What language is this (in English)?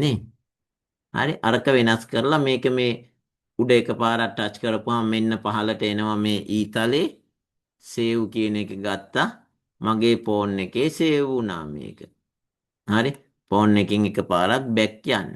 Sinhala